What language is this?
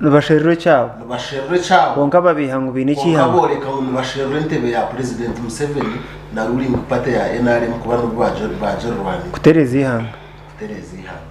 Nyankole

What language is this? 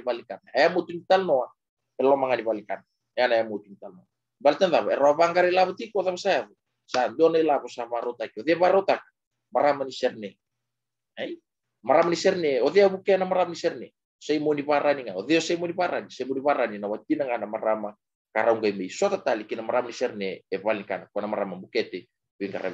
Fijian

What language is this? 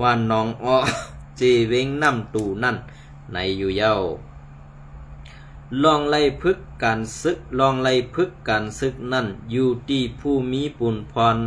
Shan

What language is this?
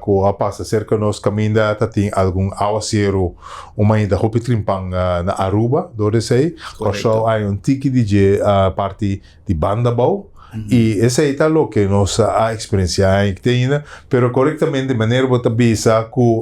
Papiamento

